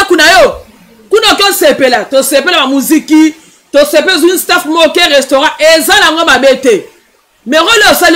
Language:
Lingala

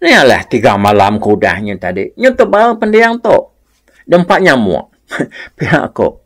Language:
Iban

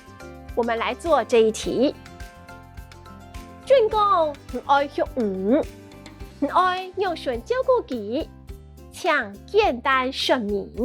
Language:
Hakka Chinese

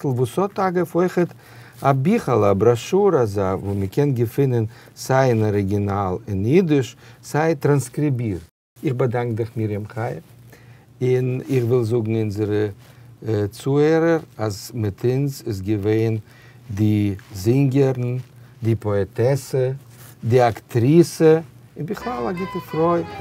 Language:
Yiddish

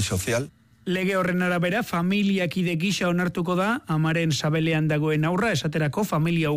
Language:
Basque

